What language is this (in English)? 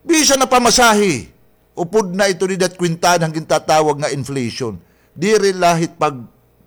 Waray